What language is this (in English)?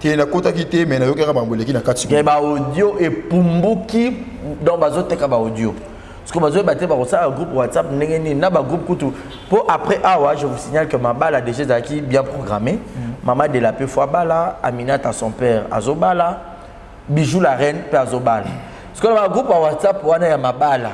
Lingala